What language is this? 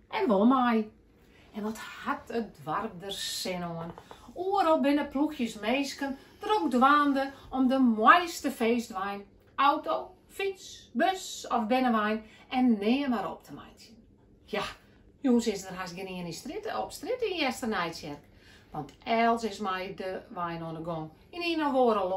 Western Frisian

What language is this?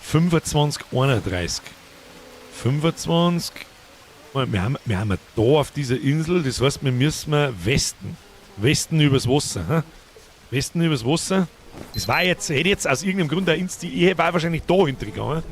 Bavarian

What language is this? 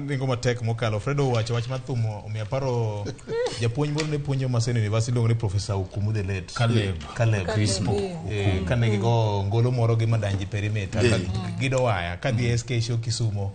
Luo (Kenya and Tanzania)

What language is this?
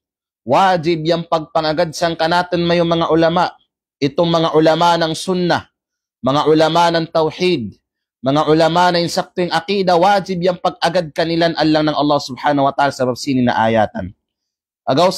Kalagan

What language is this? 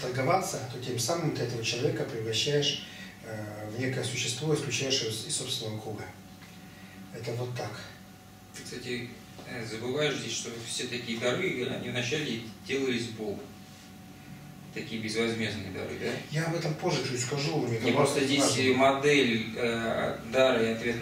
Russian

